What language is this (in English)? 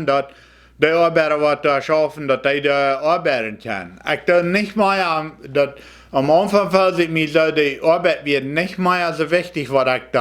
Plautdietsch